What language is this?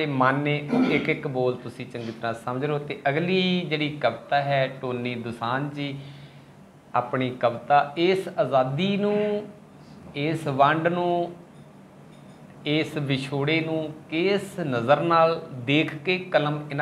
Punjabi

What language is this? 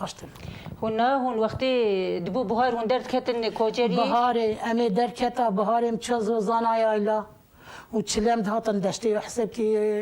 Kurdish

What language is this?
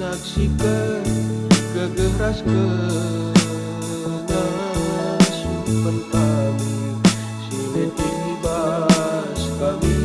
Batak Karo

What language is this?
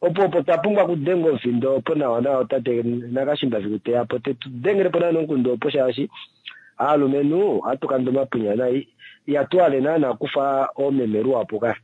Kuanyama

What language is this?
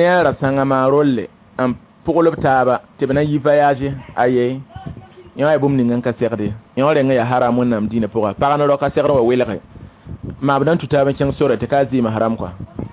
Mossi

